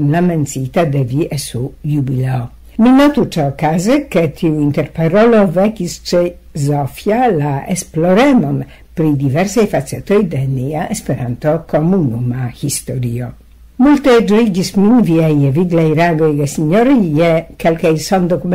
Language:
Esperanto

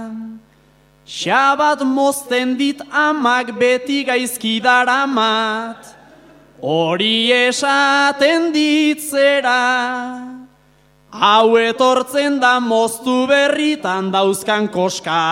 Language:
Basque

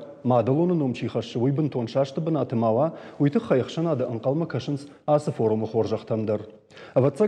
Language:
Ossetic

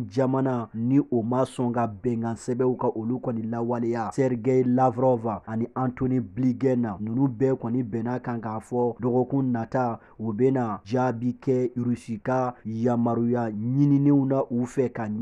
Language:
Bambara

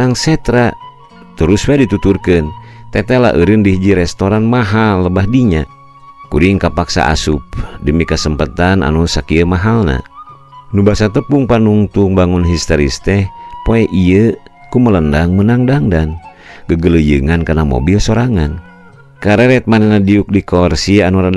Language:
Sundanese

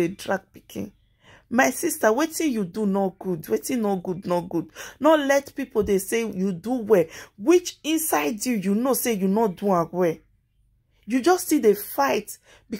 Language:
Nigerian Pidgin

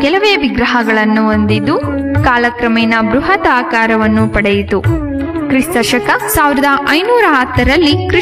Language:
Kannada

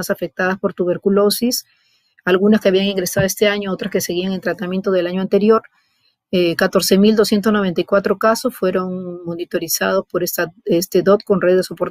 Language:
Spanish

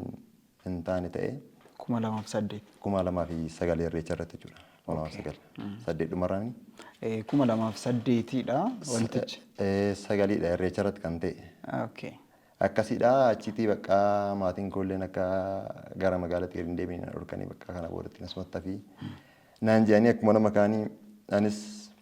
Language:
Oromo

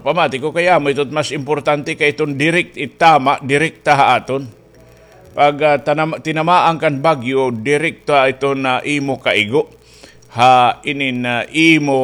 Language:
Waray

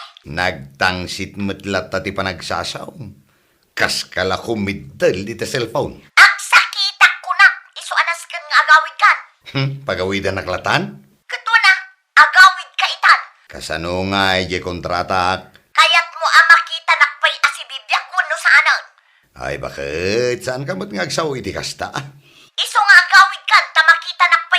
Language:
Iloko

